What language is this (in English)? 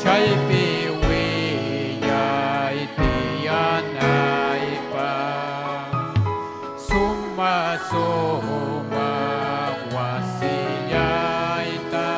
Ayacucho Quechua